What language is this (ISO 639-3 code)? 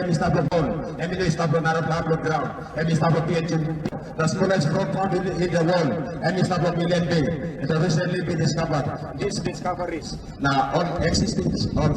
tpi